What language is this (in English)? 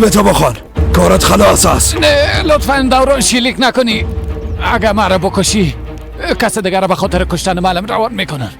Persian